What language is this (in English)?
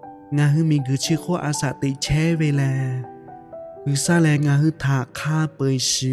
Lahu